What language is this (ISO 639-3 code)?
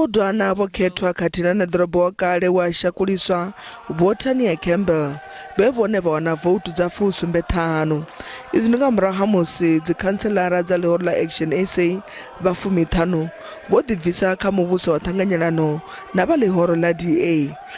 ven